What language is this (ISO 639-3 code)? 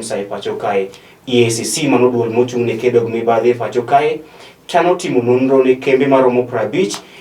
luo